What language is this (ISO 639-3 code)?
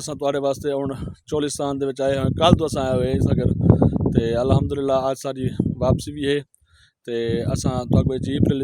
skr